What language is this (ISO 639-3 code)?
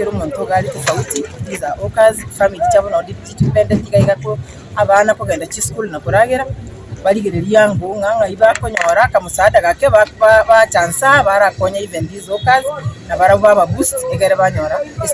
guz